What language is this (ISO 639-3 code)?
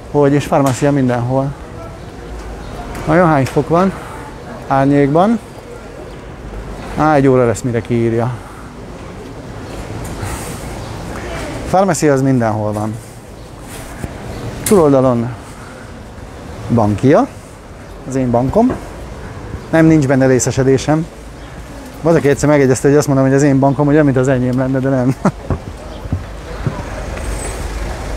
hun